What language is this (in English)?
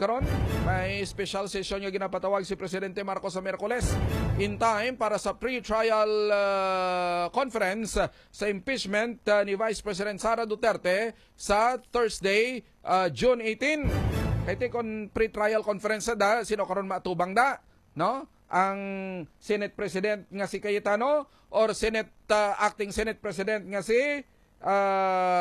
Hiligaynon